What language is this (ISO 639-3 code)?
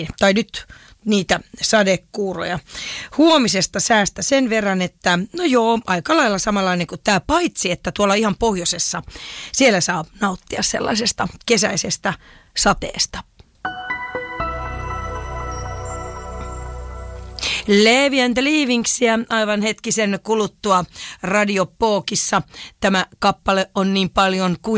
fin